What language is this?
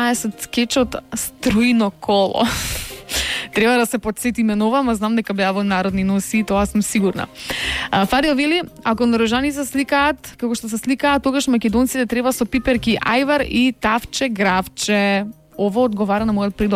Macedonian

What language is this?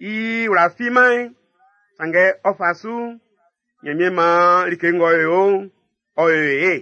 Baoulé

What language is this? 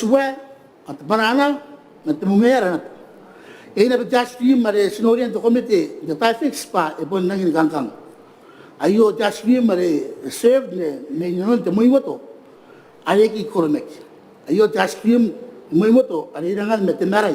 Gilbertese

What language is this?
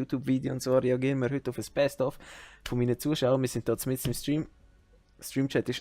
Swiss German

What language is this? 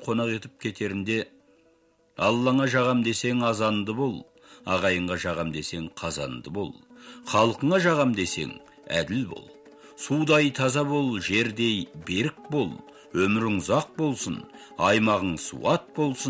Kazakh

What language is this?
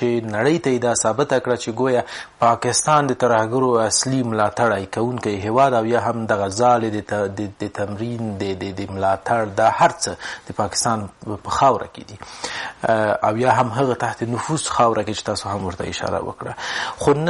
Pashto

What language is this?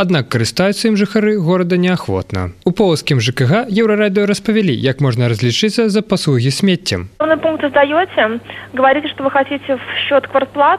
Belarusian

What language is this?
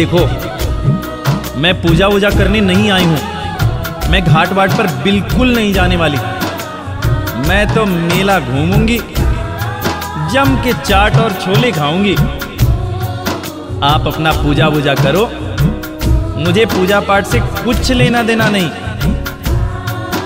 Hindi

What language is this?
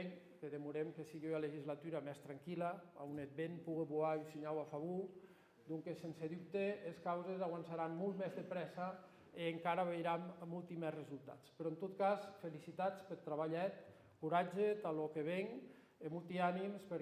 Occitan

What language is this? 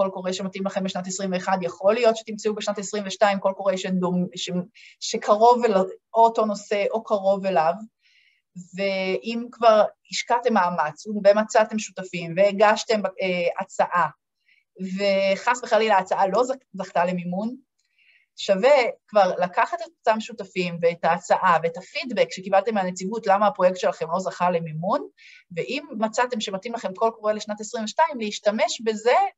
Hebrew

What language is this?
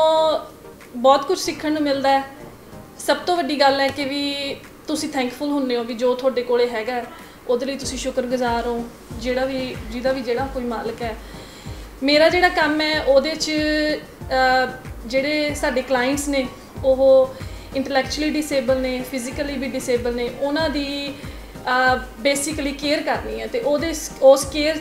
Punjabi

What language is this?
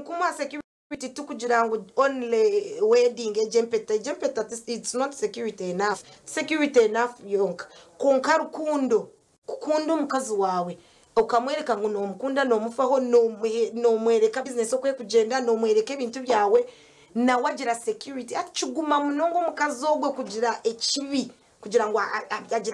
Nyankole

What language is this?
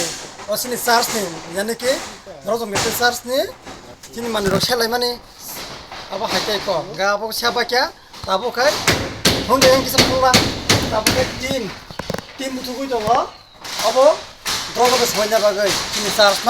Kok Borok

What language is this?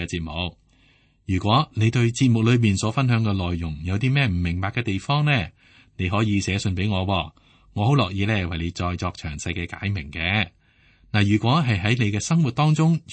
Cantonese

